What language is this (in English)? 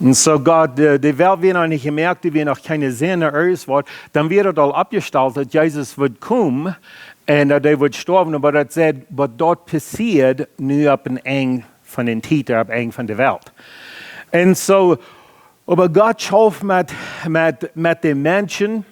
Plautdietsch